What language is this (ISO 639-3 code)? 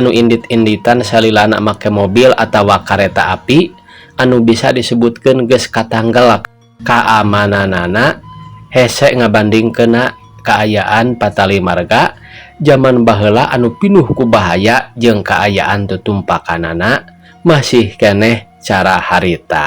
sun